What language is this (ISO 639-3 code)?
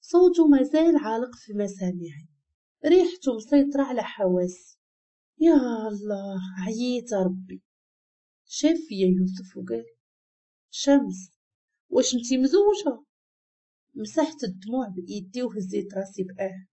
ary